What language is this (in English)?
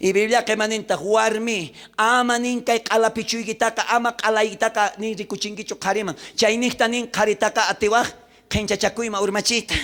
South Bolivian Quechua